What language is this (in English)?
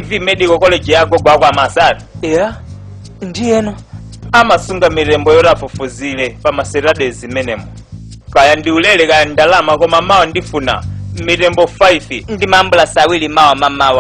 Nyanja